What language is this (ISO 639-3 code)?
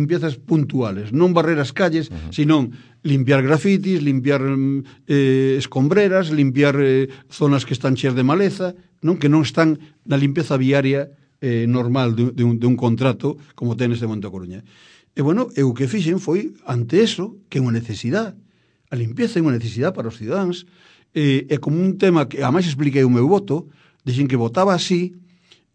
glg